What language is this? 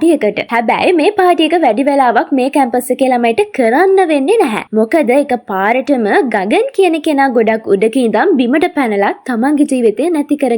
Sinhala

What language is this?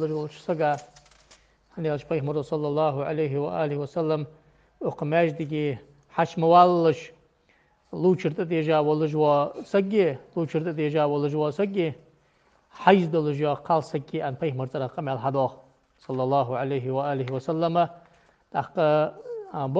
Ingush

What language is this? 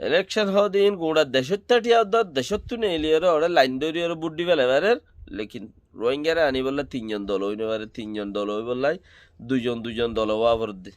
Rohingya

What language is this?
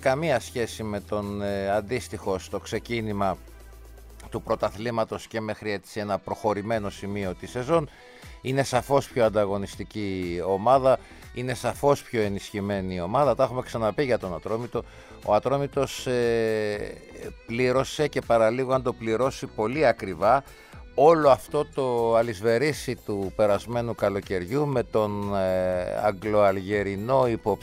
Greek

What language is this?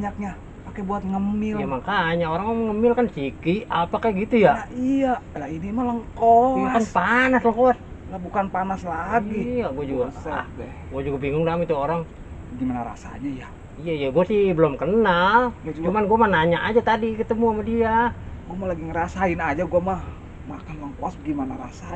Betawi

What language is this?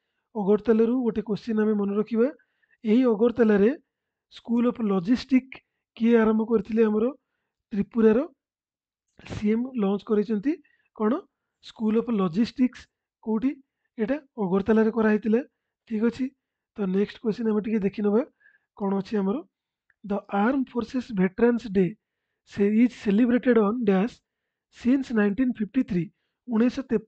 Odia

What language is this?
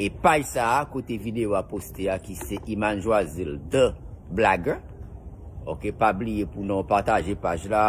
Haitian Creole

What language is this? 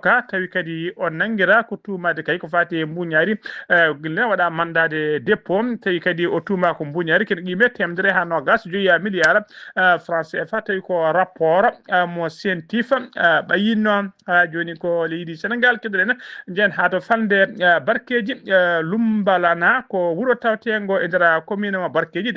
Fula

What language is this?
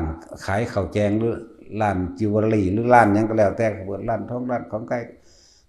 Lao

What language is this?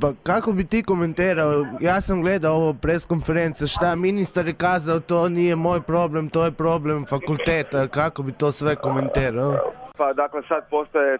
Serbian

